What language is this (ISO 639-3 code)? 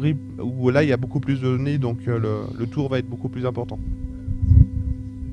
fra